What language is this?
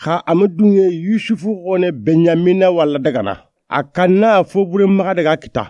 Soninke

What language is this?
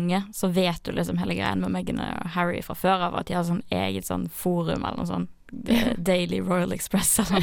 Norwegian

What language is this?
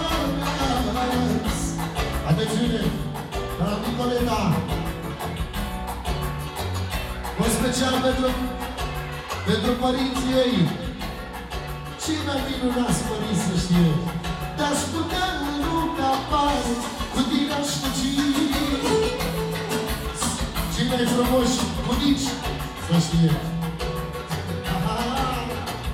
Romanian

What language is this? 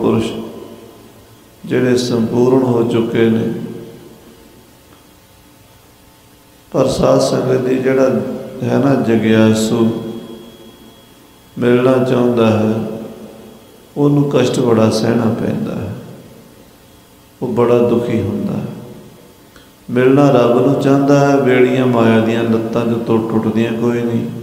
Punjabi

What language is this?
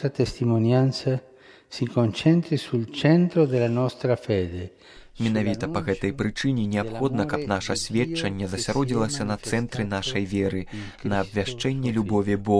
Belarusian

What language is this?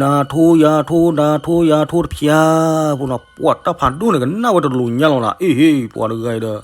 S'gaw Karen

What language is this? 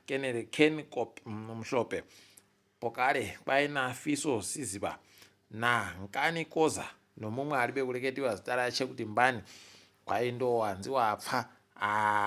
Ndau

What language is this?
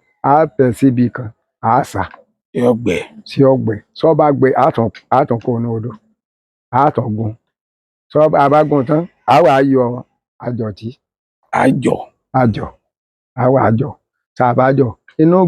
Yoruba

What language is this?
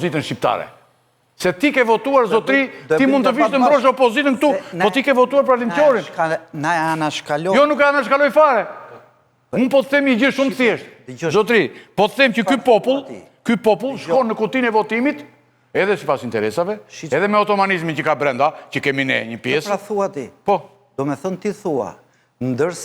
Albanian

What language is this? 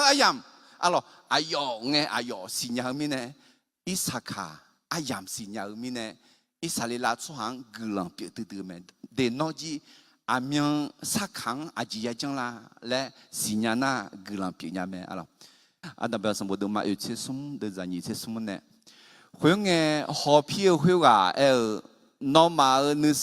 Akha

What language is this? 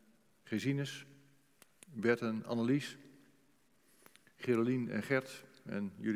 Dutch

